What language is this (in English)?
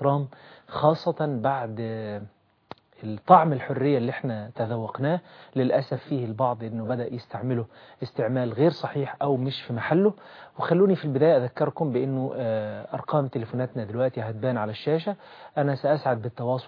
Egyptian Arabic